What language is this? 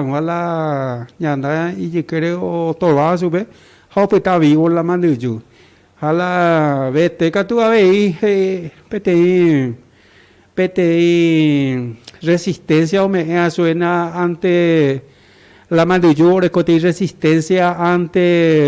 Guarani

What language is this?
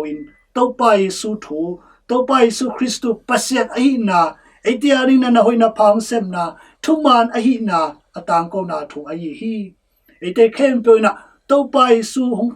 Tedim Chin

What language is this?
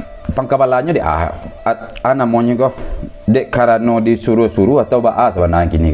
Minangkabau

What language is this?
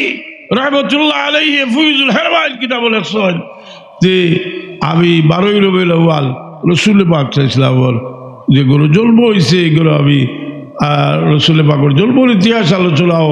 Sylheti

